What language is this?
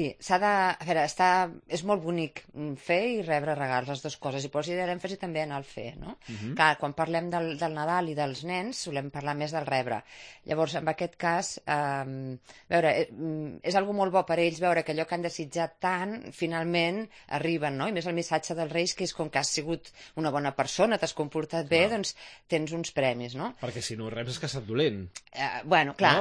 Catalan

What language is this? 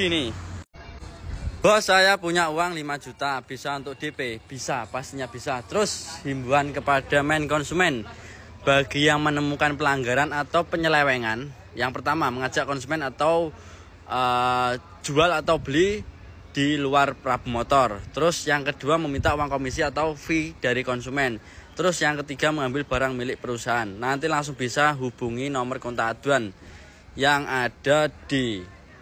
Indonesian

